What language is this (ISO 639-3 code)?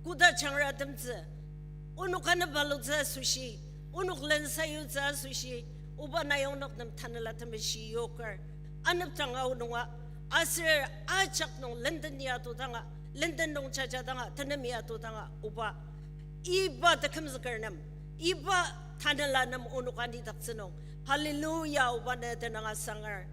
njo